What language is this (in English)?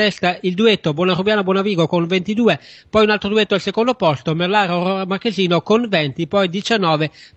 Italian